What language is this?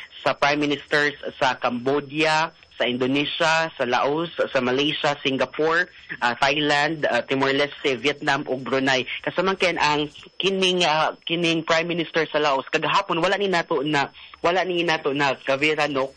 Cebuano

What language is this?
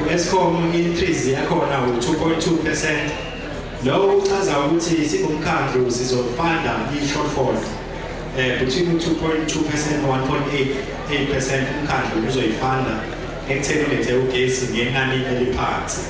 Zulu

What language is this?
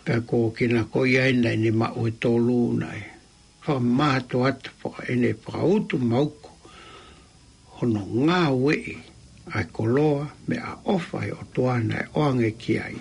Tongan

